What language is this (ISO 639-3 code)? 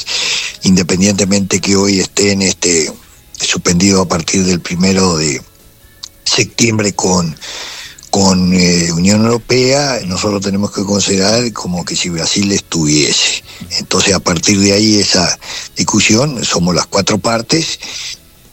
spa